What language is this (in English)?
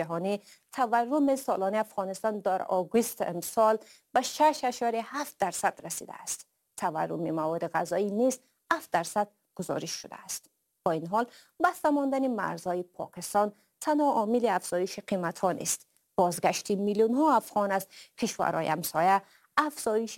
Persian